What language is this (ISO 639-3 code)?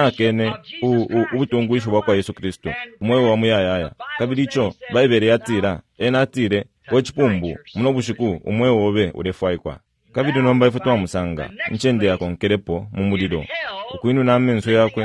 bem